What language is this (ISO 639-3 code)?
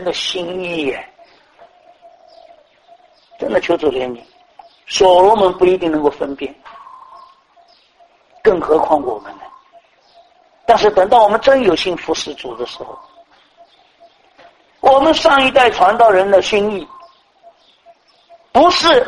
zho